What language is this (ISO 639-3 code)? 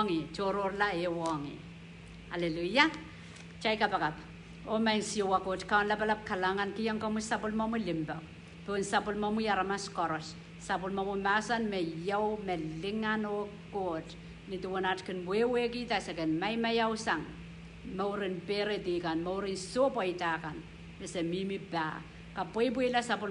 pon